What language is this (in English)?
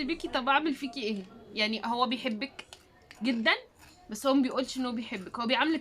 Egyptian Arabic